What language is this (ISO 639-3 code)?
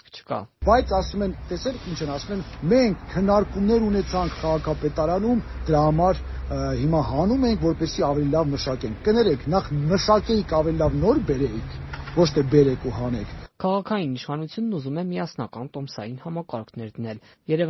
hye